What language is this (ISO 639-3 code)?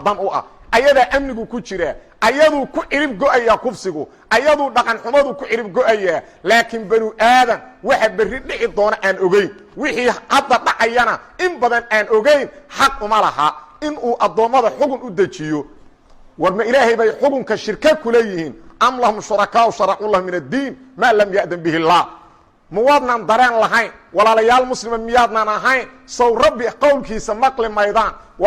som